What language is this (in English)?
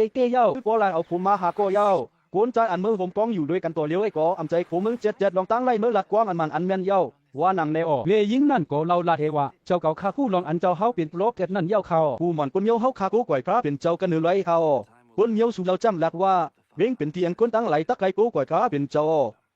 Shan